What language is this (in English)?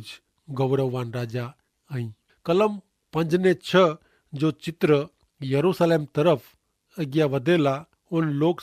Kachhi